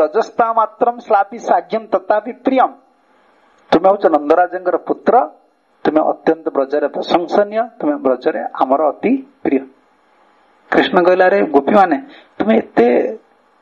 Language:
Odia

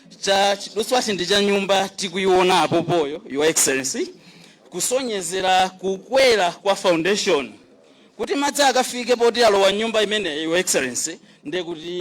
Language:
Nyanja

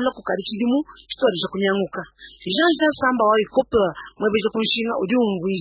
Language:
Luba-Lulua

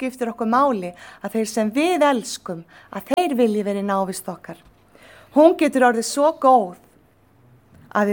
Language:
Icelandic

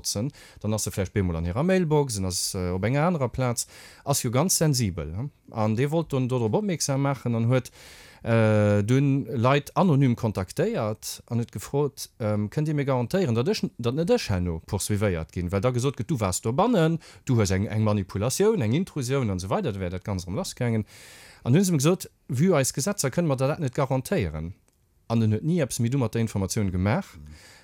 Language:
Luxembourgish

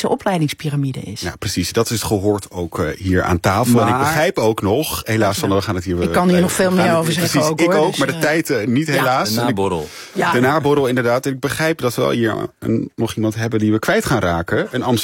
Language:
Dutch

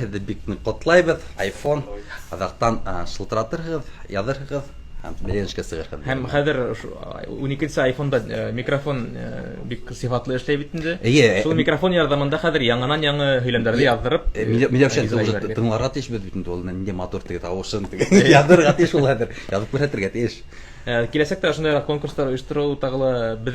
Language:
Bashkir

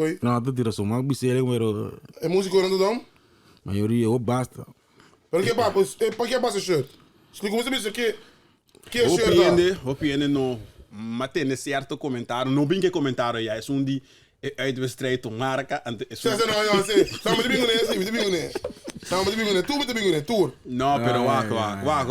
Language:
Papiamento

